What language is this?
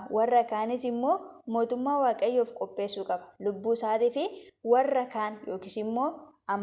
Oromo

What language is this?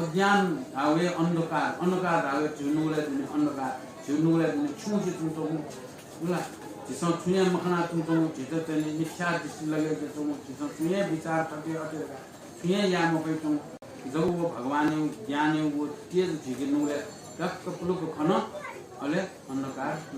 Newari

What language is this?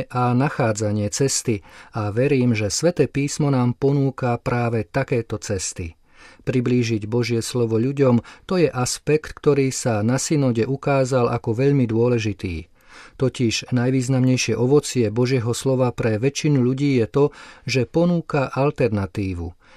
Slovak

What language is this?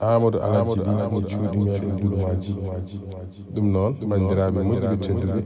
Fula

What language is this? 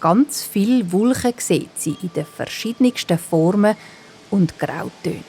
Swiss German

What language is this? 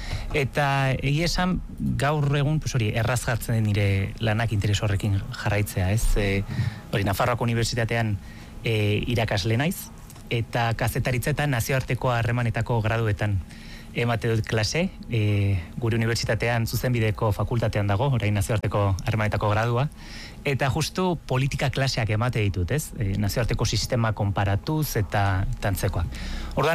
Basque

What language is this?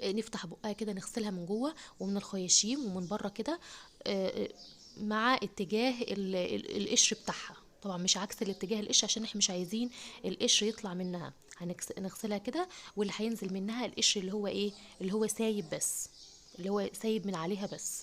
Egyptian Arabic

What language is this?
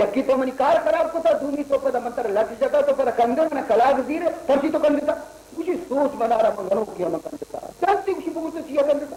Baluchi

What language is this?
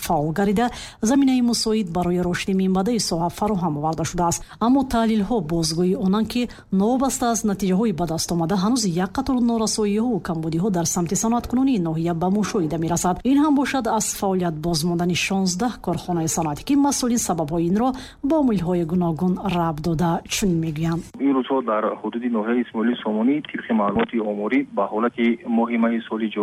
Tajik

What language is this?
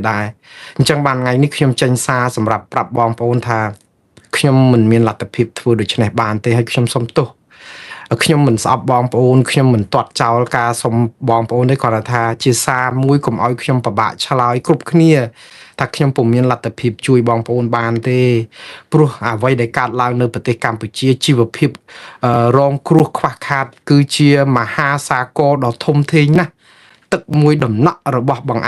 Khmer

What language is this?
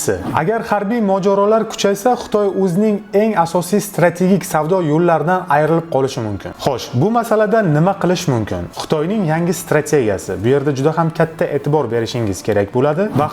Uzbek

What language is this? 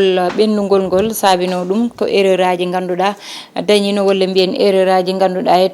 Fula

